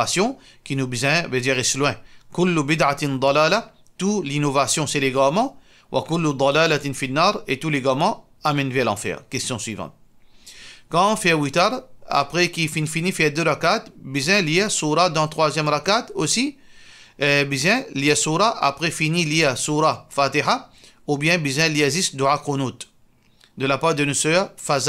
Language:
Morisyen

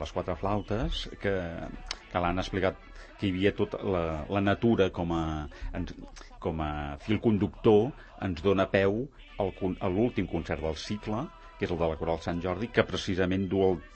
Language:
Catalan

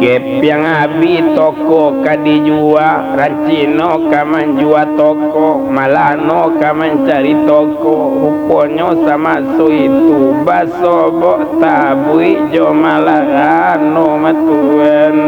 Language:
Minangkabau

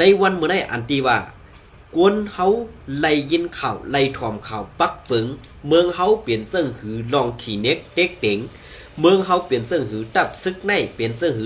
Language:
Shan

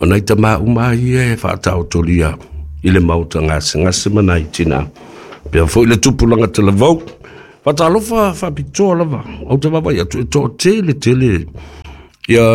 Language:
Samoan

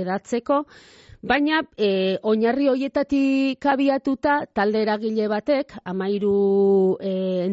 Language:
Basque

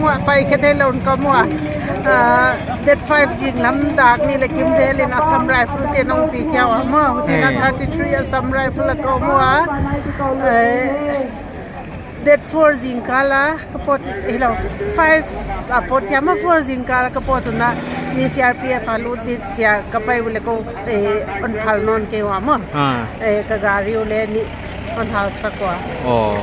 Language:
Paite Chin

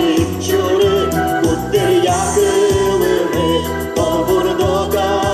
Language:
Udmurt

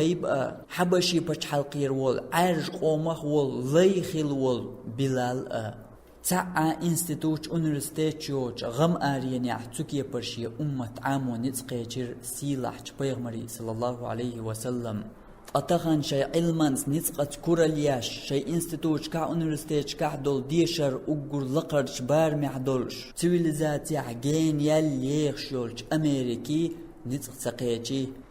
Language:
Chechen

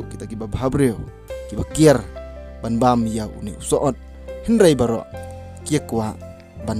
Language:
Khasi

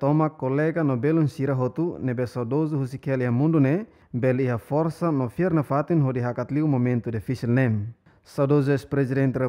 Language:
Tetum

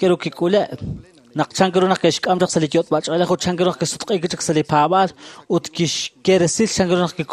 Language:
Kekchí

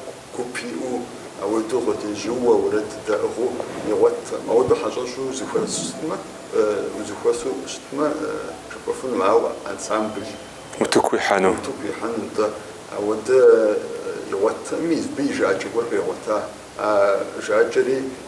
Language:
Kabardian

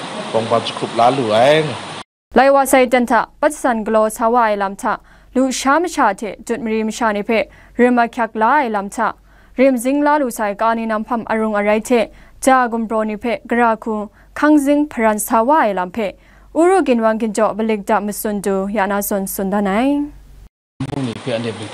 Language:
Kachin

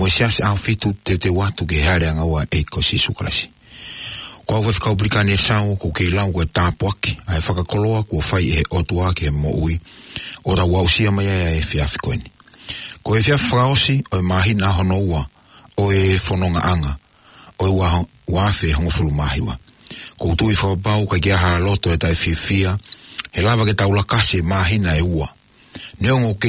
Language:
Tongan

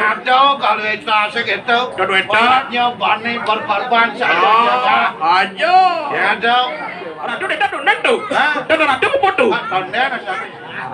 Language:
Balinese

